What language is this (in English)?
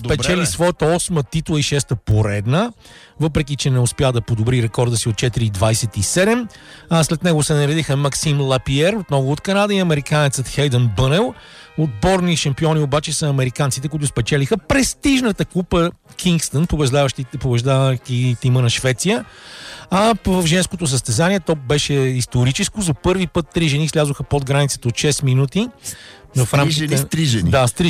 Bulgarian